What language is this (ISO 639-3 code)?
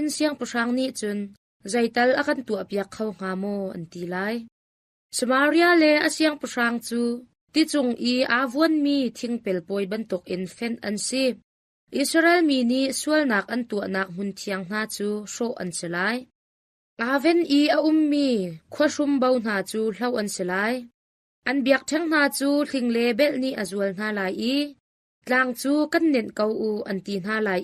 cnh